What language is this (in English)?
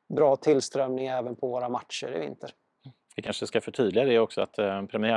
Swedish